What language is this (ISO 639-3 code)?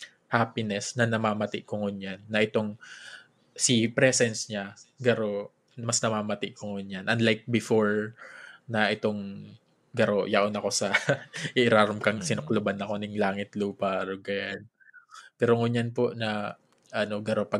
bik